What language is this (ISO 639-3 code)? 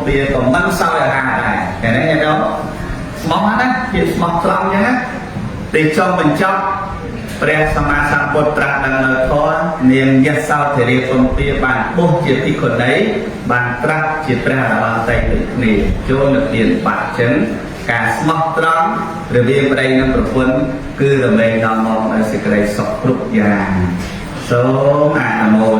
khm